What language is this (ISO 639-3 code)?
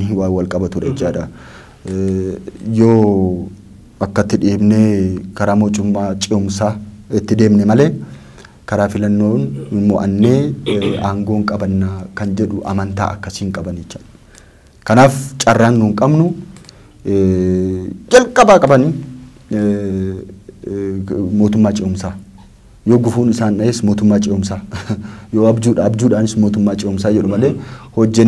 orm